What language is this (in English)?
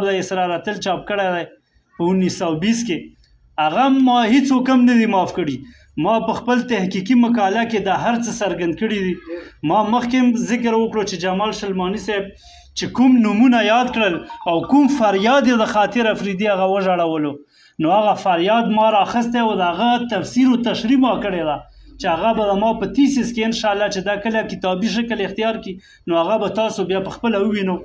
Pashto